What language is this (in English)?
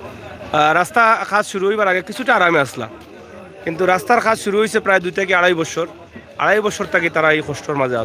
Sylheti